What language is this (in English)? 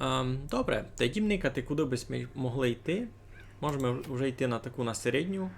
Rusyn